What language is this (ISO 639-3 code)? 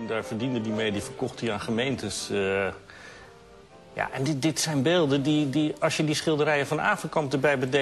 nld